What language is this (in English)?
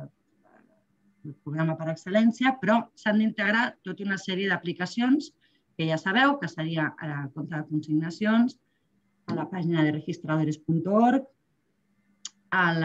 Catalan